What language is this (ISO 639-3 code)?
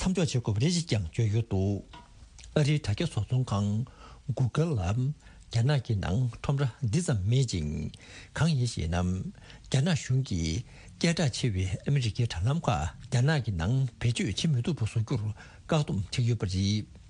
bod